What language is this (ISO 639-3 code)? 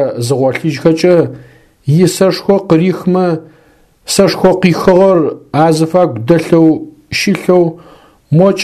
ady